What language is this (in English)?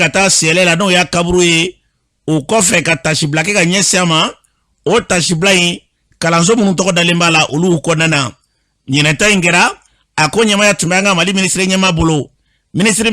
Bambara